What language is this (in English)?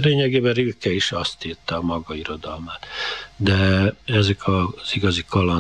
Hungarian